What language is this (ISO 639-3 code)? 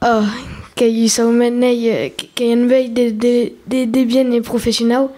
oci